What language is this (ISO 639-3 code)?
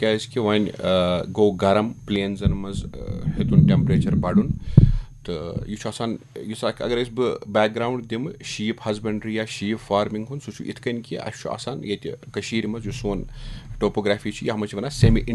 kas